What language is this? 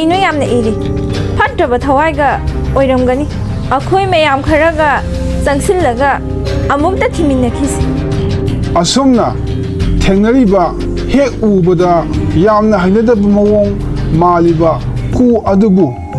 Manipuri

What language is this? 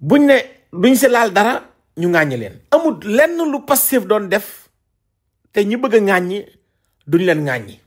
Wolof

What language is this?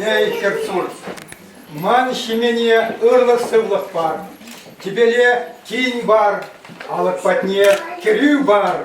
Chuvash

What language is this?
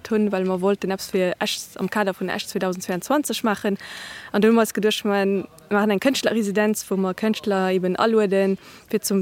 Luxembourgish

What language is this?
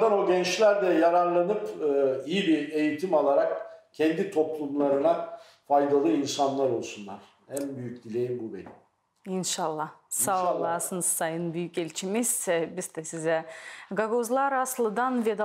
Gagauz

